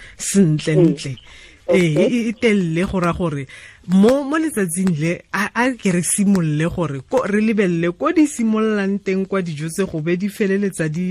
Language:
Tswana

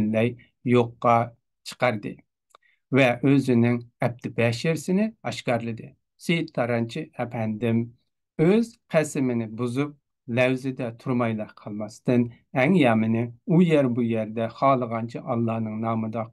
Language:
Uyghur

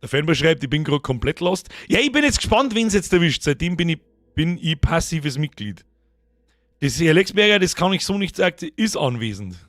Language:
Bavarian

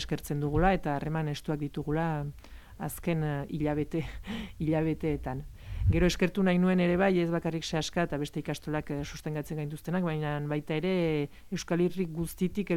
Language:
Basque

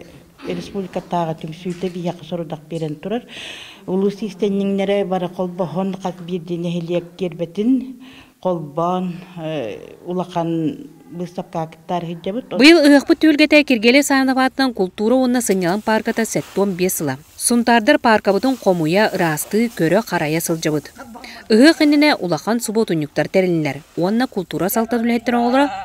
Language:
Yakut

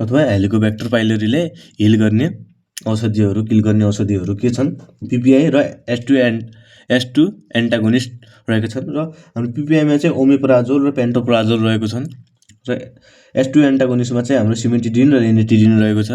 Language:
Nepali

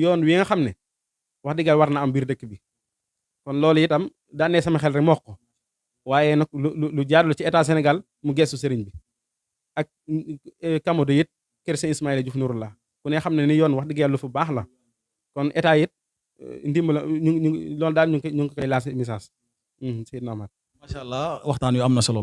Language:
Wolof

